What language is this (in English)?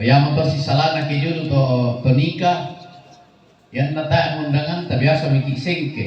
Toraja-Sa'dan